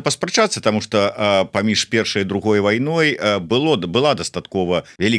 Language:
Belarusian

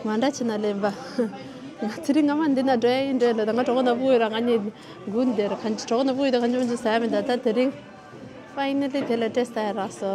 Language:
Tibetan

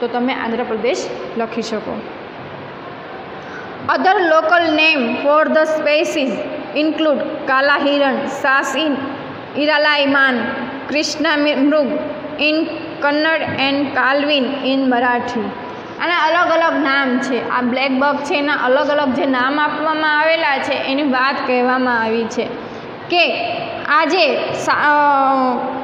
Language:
Gujarati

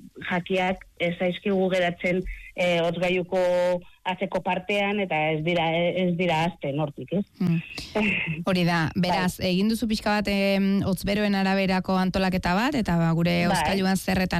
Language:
Basque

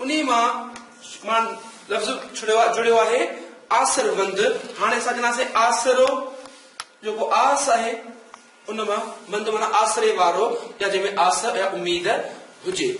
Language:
Sindhi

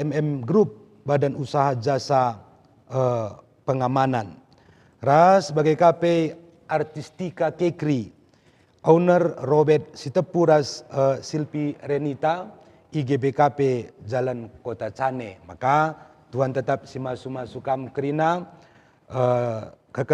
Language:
Batak Karo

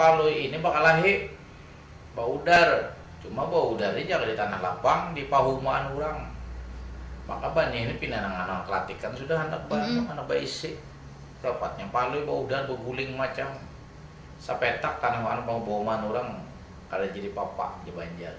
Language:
Banjar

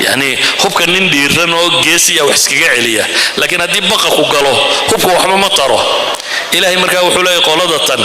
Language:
Somali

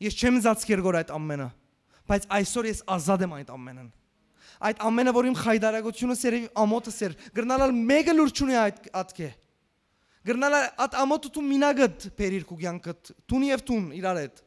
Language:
Western Armenian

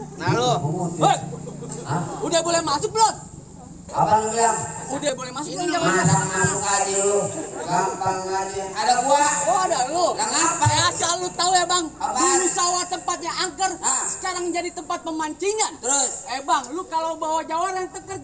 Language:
Betawi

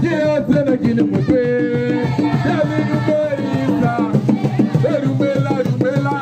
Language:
Northern Sotho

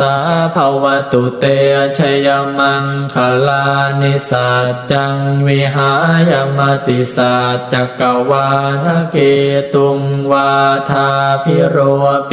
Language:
Pali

